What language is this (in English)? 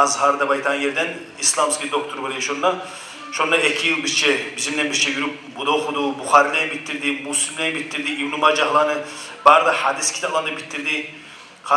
Kumyk